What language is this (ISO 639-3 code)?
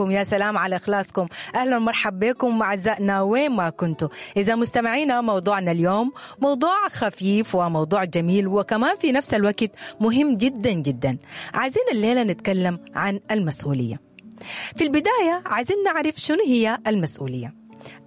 apd